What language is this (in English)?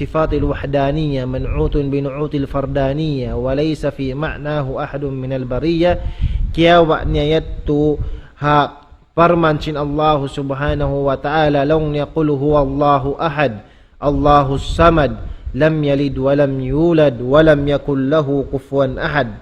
Tausug